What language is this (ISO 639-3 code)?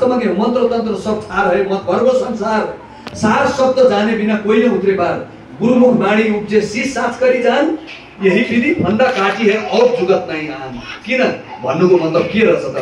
nep